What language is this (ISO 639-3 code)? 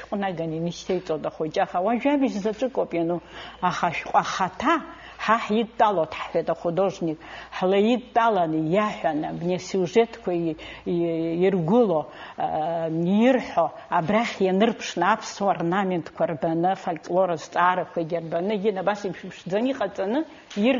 abk